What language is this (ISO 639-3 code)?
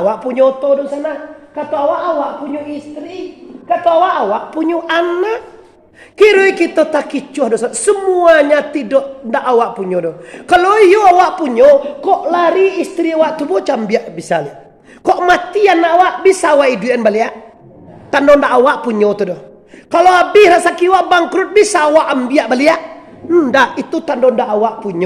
min